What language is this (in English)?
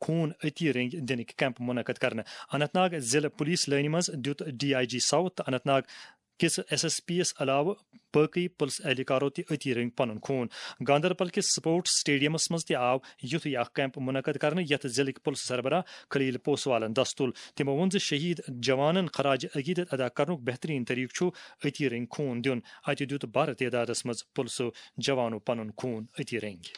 Kashmiri